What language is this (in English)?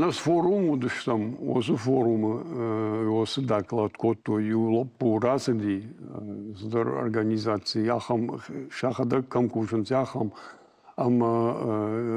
Ossetic